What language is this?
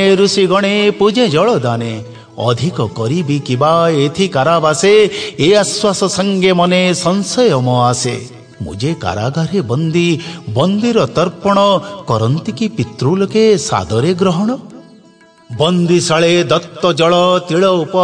Odia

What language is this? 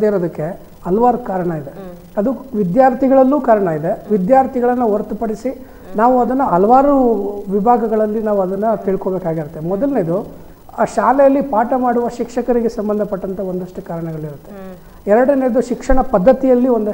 Kannada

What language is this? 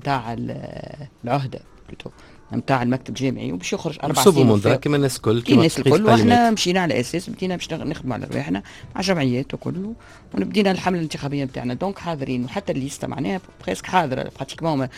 Tunisian Arabic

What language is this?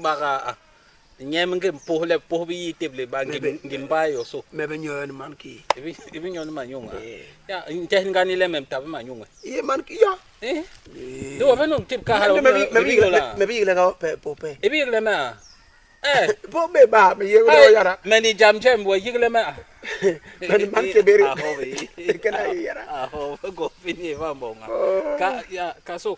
Basaa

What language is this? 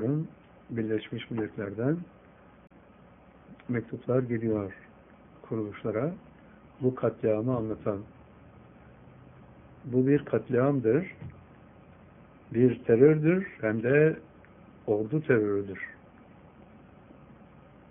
Turkish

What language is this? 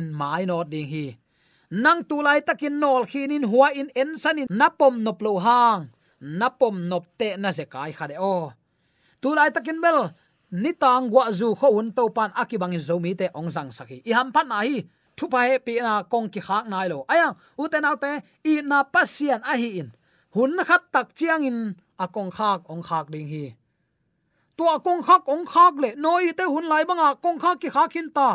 Tedim Chin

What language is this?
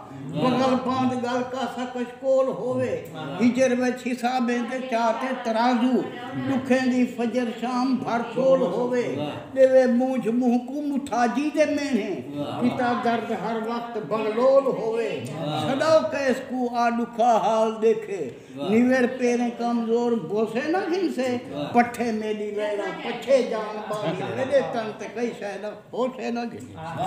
Saraiki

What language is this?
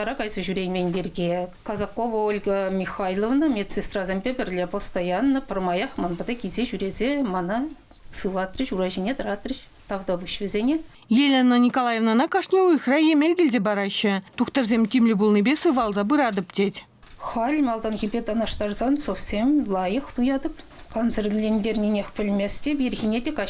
Chuvash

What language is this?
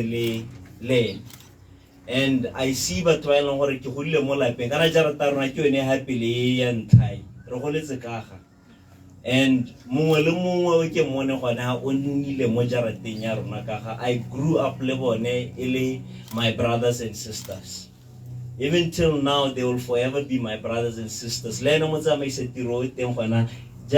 Tswana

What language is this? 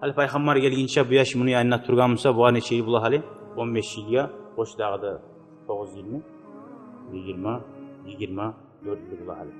Kumyk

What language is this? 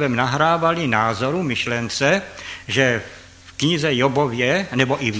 Czech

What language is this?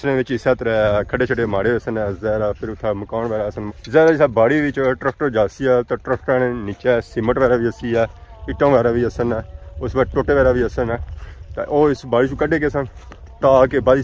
Pahari-Potwari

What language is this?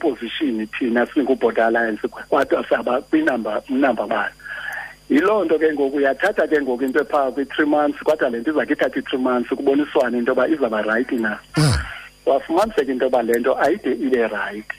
Xhosa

